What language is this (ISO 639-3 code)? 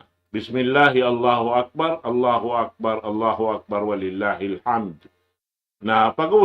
tsg